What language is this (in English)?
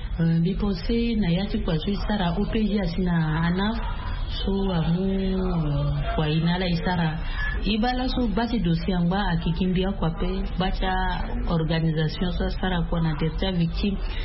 Sango